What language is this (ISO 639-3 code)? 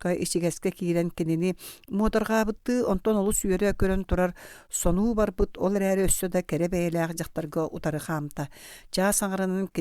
sah